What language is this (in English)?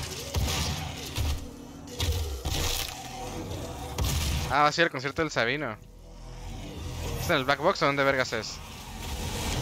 Spanish